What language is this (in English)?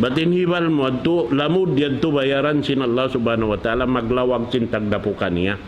Tausug